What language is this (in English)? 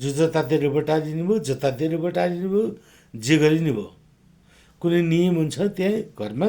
Nepali